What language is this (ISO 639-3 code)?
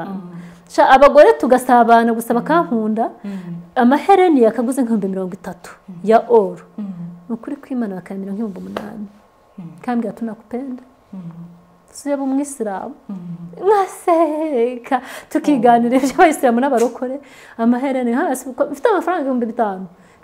kin